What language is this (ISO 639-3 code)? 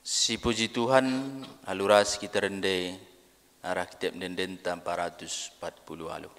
btx